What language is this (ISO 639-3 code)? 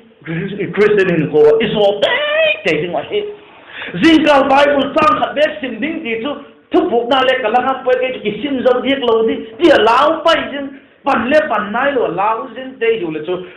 vap